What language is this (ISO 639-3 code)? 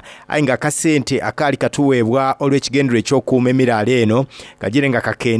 xog